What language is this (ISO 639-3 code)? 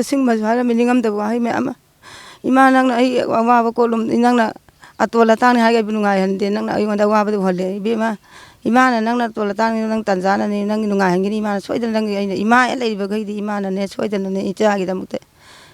mni